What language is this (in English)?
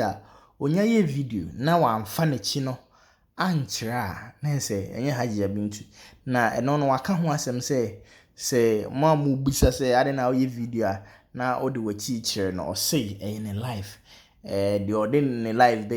Akan